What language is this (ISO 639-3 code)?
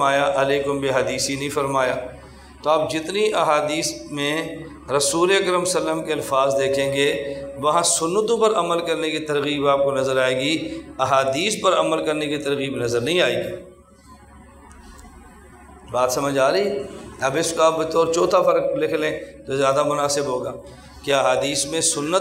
urd